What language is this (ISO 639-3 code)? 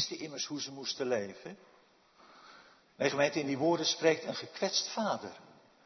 nld